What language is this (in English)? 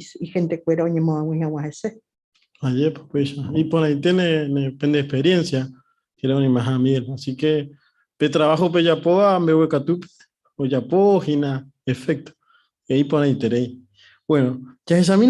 Guarani